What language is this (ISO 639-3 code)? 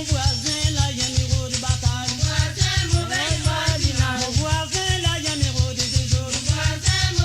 mfe